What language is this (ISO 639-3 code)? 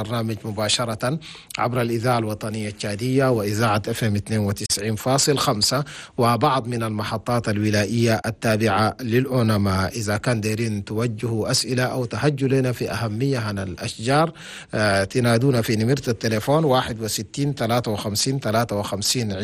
shu